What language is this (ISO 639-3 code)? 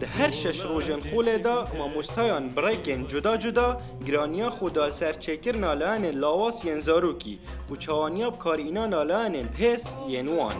kur